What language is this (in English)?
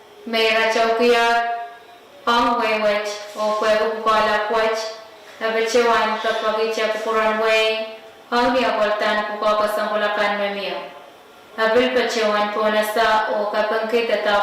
Pohnpeian